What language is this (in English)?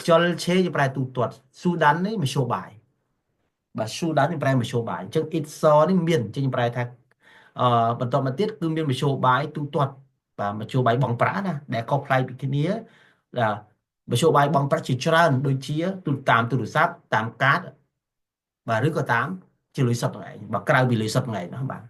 Khmer